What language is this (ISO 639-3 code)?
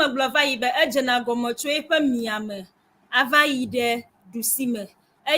ewe